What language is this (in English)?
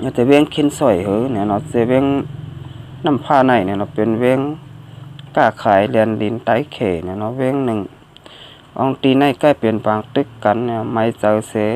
Shan